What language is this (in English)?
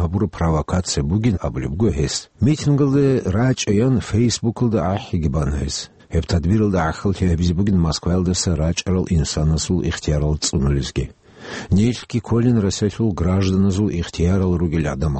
Avaric